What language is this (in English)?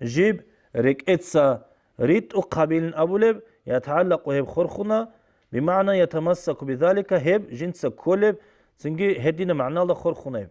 Avaric